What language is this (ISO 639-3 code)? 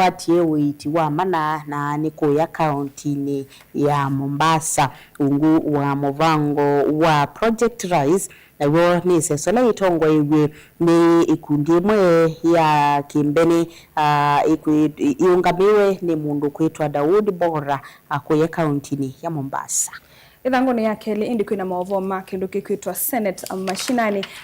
kam